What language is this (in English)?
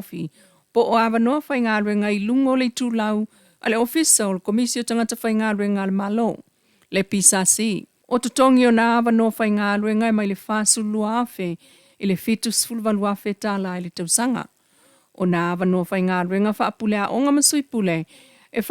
Samoan